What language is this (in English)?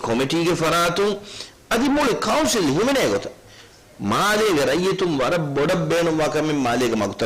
Divehi